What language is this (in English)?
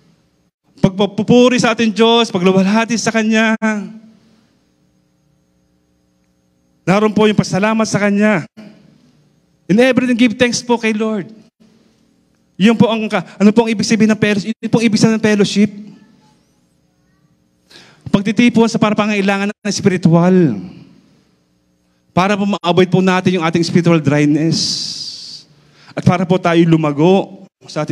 Filipino